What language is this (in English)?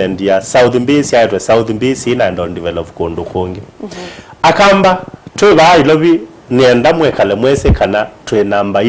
Kamba